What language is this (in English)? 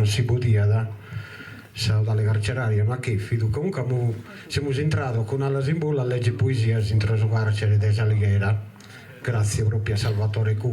Sardinian